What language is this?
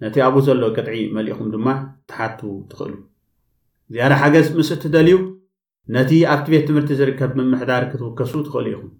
Tigrinya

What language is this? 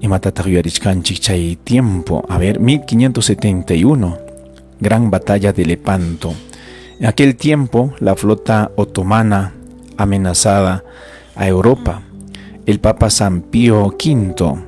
Ayacucho Quechua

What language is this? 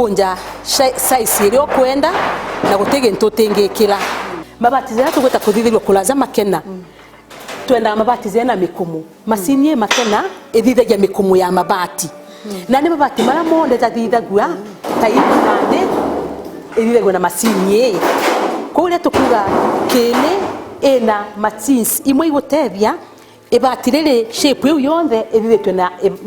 Meru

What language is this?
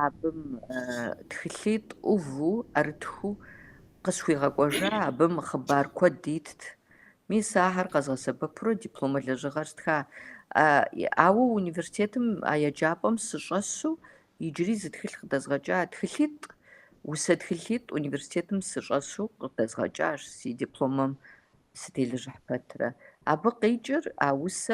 Kabardian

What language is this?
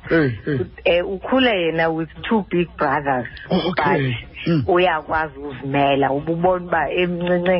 Xhosa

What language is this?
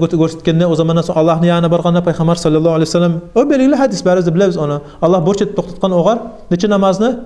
Kumyk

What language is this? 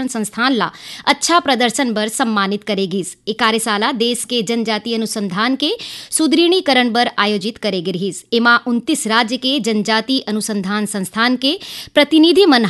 Chhattisgarhi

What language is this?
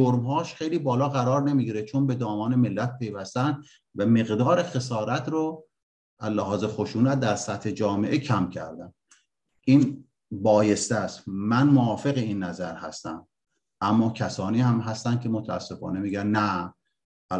Persian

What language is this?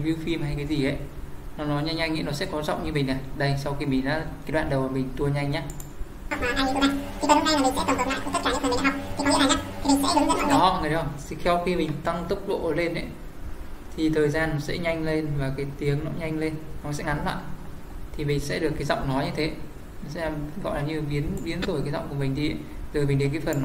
Vietnamese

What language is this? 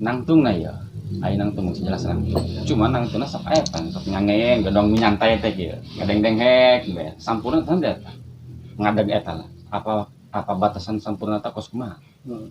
Sundanese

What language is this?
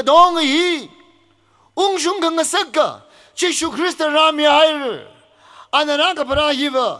Tangkhul Naga (India)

